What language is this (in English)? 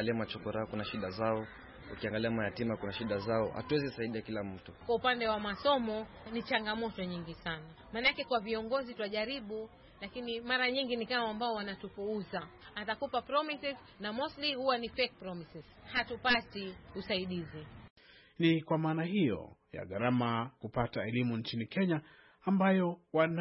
Swahili